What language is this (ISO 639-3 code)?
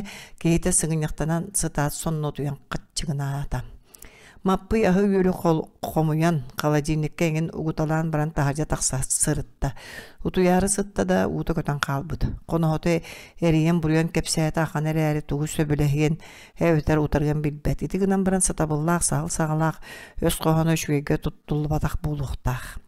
sah